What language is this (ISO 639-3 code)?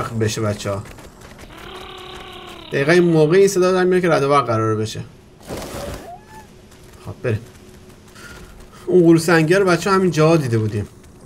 fas